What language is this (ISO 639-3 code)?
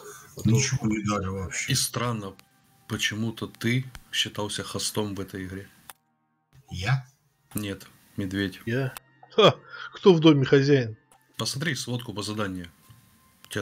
rus